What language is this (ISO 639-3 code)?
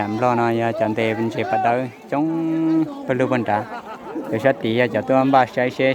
hmn